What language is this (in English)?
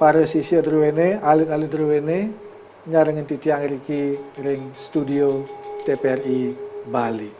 Balinese